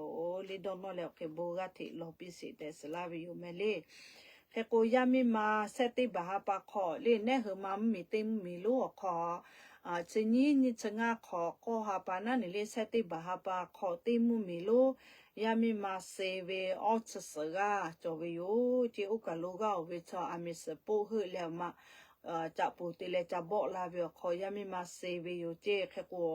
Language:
Lahu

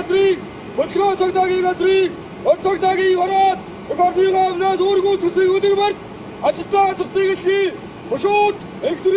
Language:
Mongolian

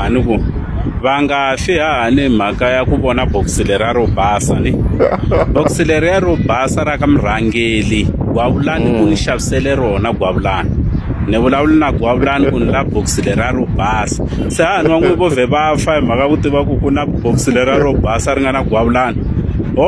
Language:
Tsonga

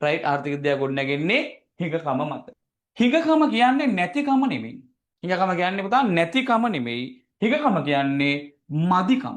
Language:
Sinhala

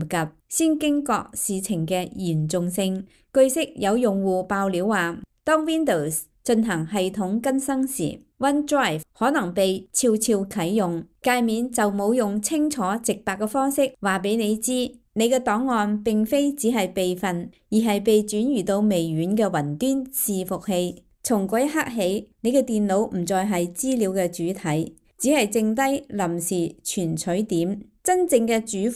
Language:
Cantonese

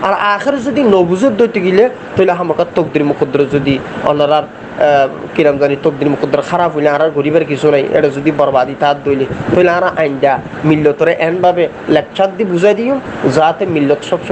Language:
Rohingya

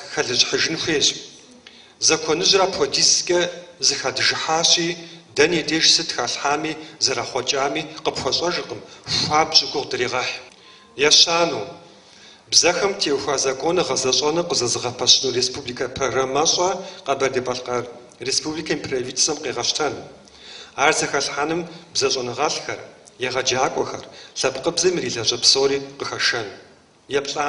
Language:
Kabardian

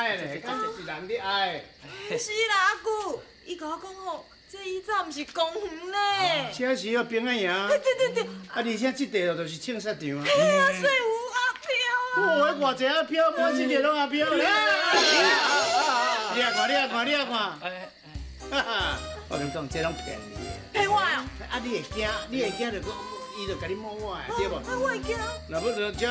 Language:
Min Nan Chinese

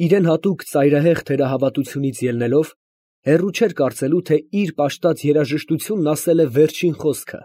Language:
Armenian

